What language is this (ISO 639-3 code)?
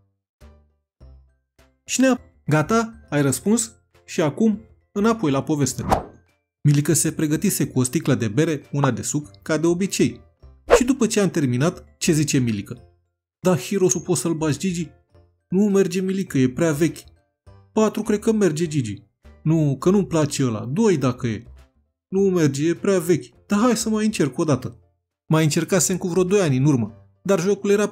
ron